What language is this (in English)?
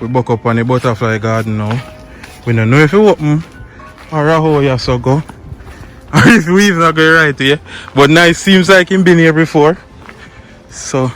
Jamaican Creole English